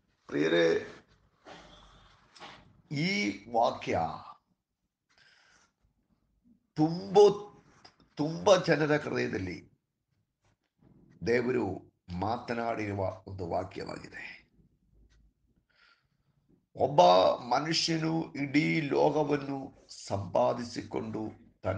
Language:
Kannada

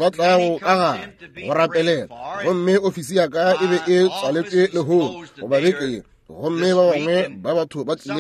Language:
Northern Sotho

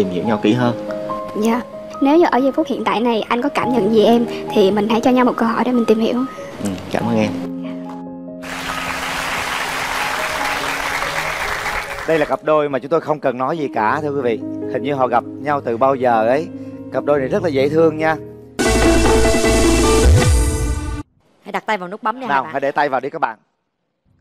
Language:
Vietnamese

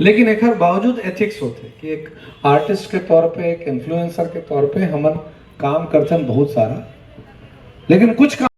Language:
Chhattisgarhi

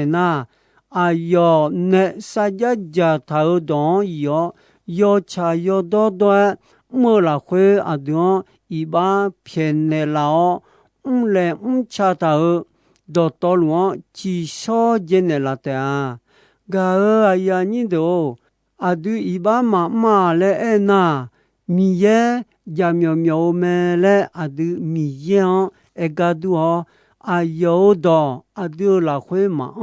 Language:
Akha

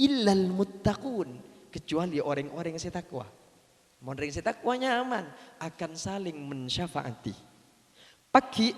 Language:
Madurese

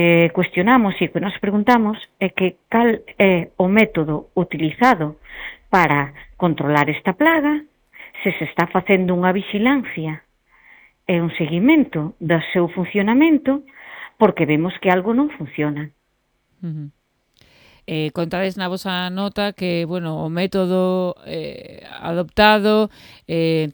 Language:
Galician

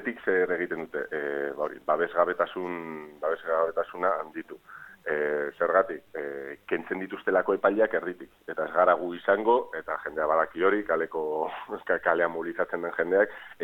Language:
Basque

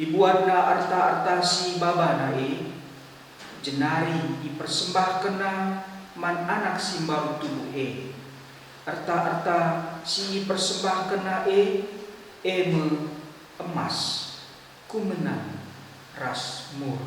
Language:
Batak Karo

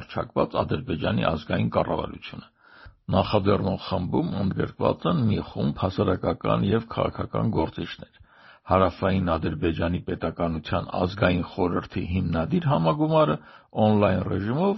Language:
Armenian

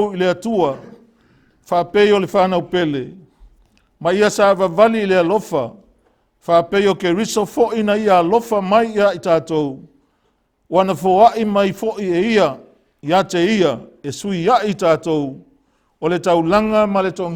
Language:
Samoan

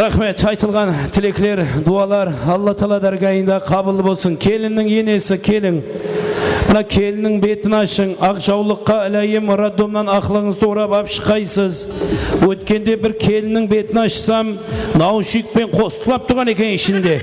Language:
Kara-Kalpak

